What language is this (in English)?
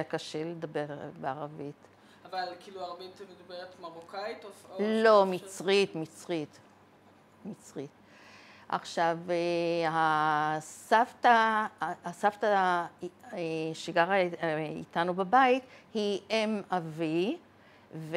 Hebrew